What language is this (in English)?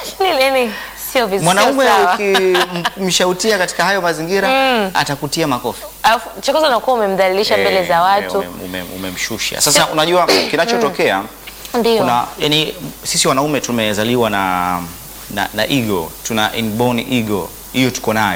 Swahili